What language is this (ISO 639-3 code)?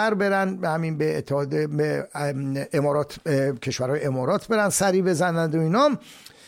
fas